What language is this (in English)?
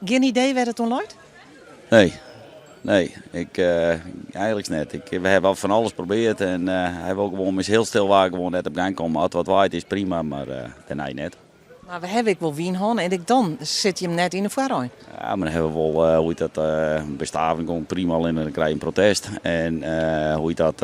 Western Frisian